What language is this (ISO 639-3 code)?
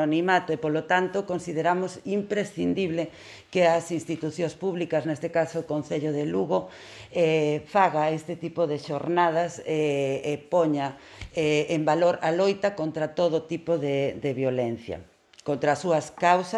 glg